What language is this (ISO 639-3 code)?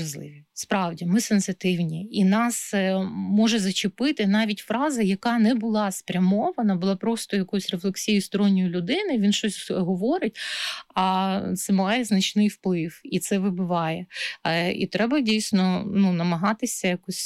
ukr